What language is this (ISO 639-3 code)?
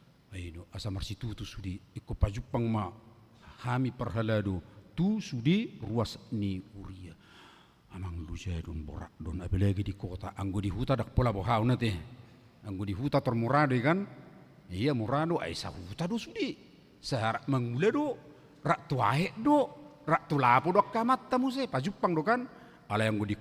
bbc